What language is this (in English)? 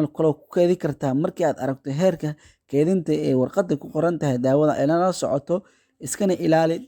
Somali